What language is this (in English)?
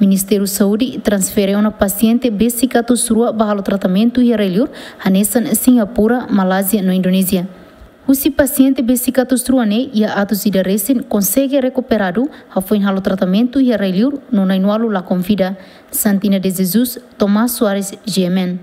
Tetum